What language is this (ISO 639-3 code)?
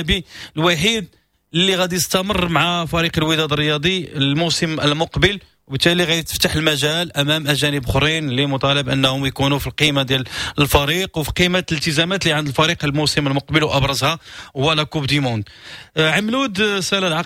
ary